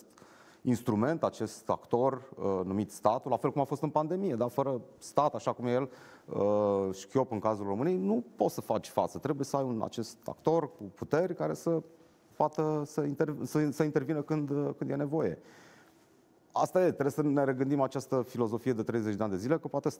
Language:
Romanian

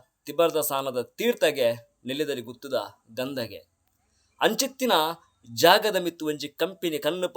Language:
Tulu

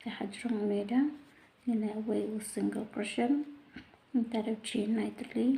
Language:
Khasi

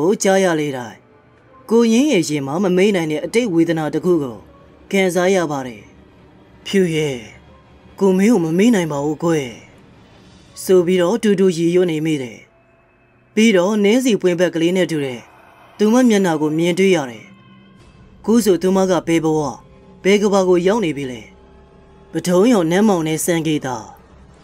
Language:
Burmese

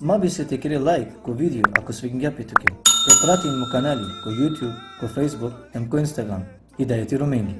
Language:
Balkan Romani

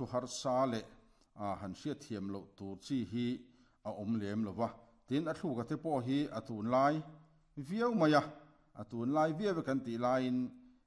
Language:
Mizo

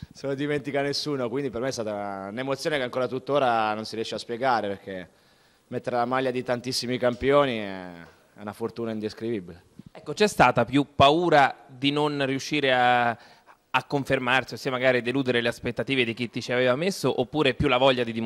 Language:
Italian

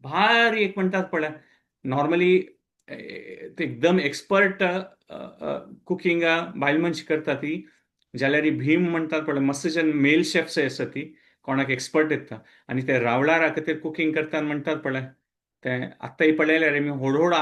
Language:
Konkani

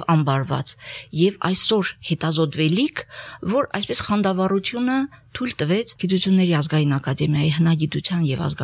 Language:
Armenian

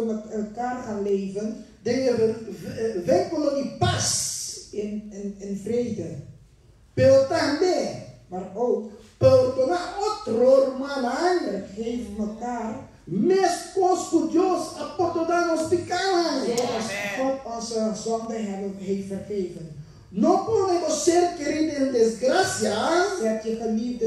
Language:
Papiamento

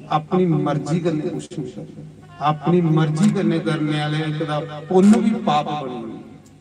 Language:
Dogri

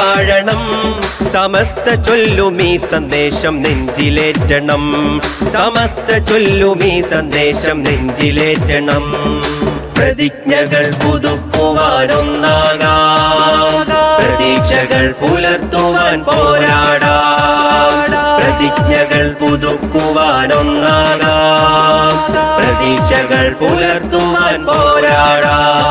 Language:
Malayalam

